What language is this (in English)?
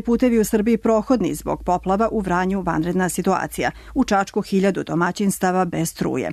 Serbian